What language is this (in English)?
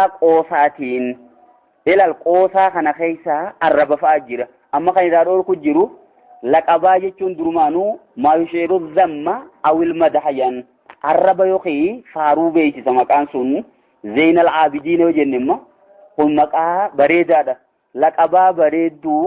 Oromo